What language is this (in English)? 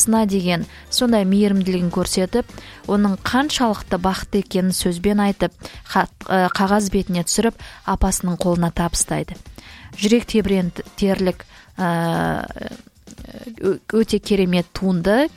Kazakh